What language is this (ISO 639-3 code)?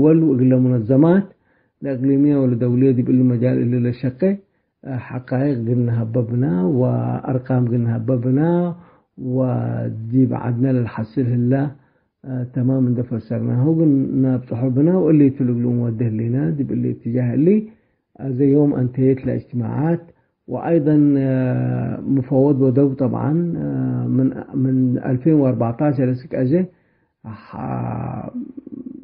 tig